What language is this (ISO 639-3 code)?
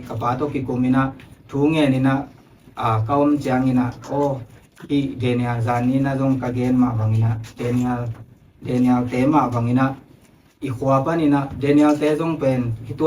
ctd